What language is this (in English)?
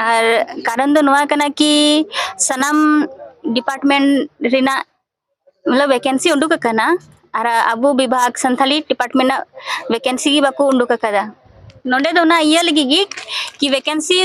Santali